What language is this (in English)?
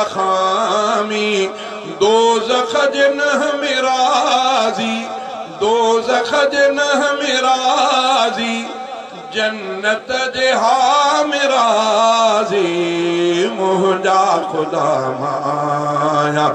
Sindhi